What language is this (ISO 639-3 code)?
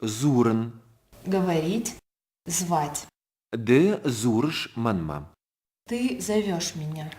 oss